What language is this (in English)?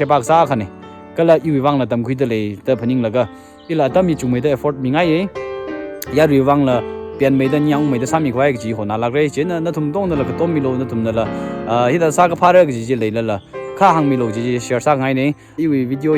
Tangkhul Naga (India)